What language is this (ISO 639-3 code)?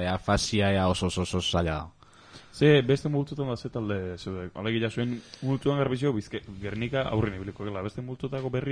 eus